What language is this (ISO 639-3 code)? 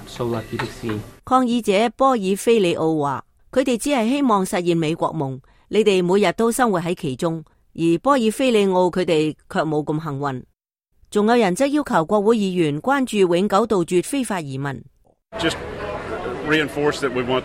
yue